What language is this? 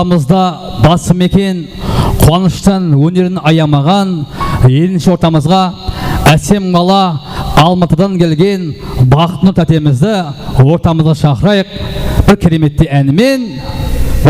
Kara-Kalpak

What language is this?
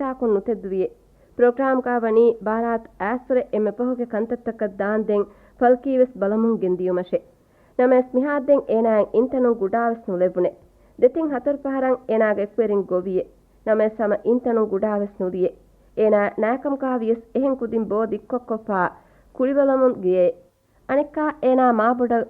Divehi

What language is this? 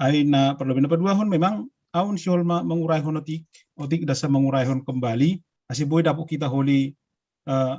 Batak Simalungun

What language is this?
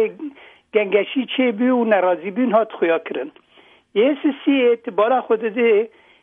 Kurdish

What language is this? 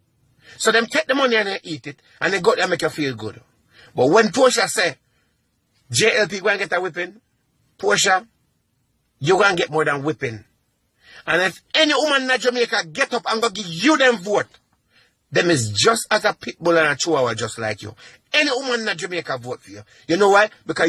Jamaican Creole English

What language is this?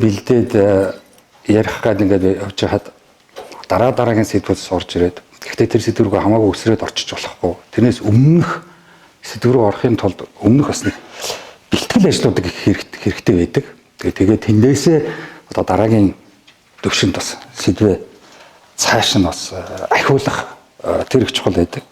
Mongolian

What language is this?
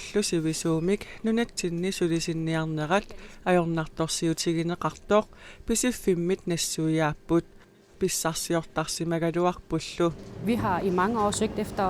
Kalaallisut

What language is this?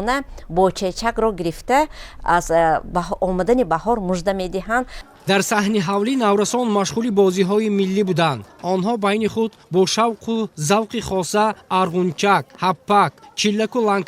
Tajik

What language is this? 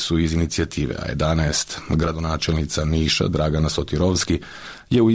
Serbian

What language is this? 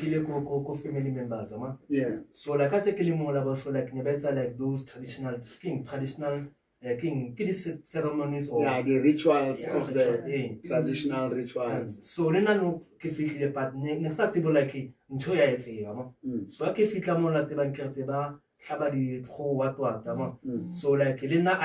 Southern Sotho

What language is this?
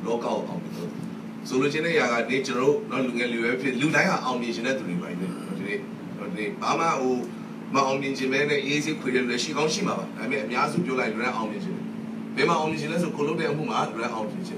Burmese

